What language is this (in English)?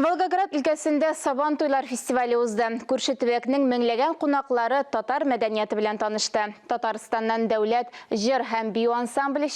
Tatar